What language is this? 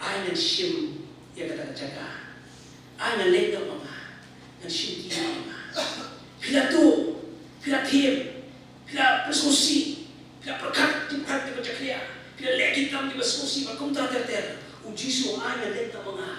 Khasi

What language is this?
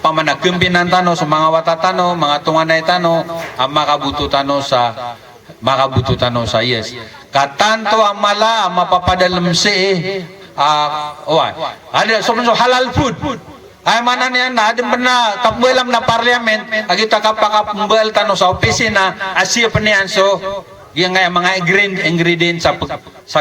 Maranao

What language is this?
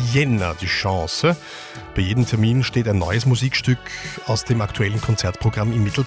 German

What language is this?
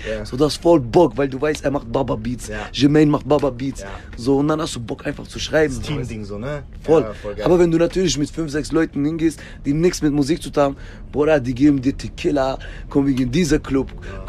German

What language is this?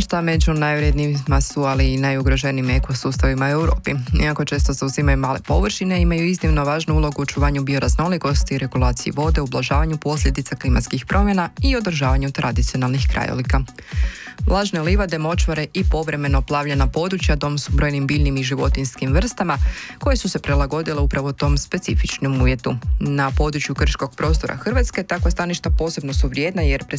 Croatian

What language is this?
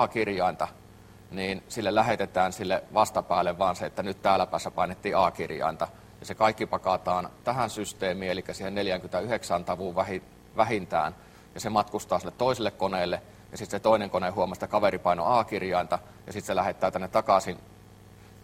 Finnish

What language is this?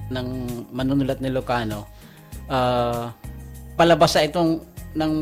Filipino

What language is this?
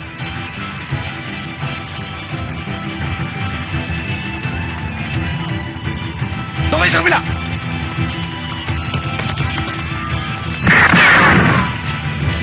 Filipino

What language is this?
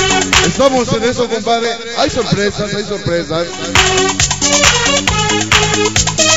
Spanish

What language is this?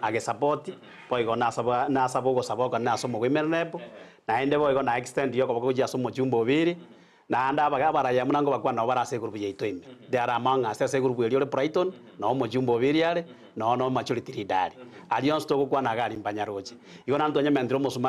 Gusii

